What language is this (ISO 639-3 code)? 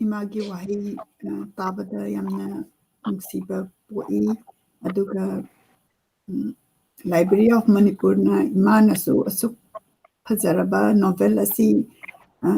mni